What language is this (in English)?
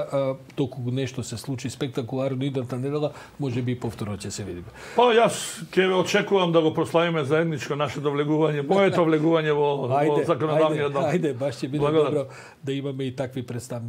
Macedonian